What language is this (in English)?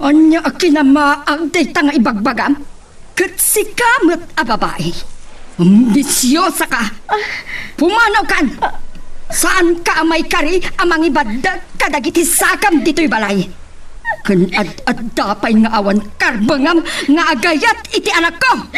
Iloko